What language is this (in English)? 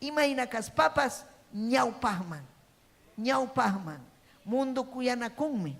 Ayacucho Quechua